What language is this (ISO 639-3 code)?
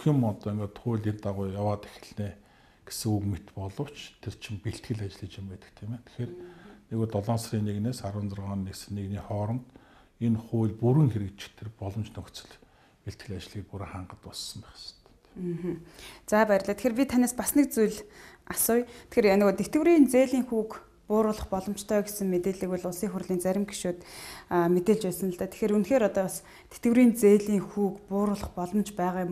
mon